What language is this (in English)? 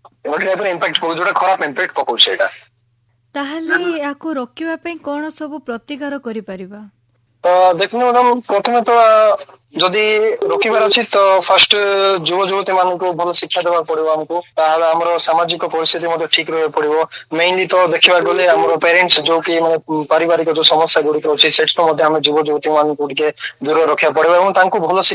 Odia